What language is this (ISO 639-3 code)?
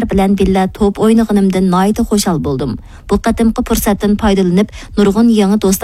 uig